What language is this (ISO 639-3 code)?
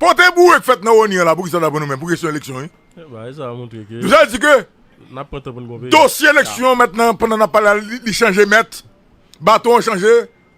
hat